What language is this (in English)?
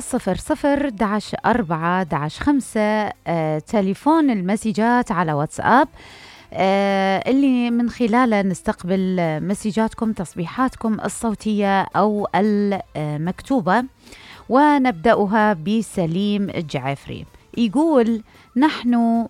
Mesopotamian Arabic